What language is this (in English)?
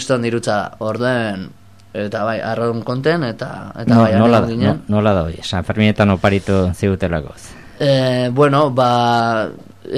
Basque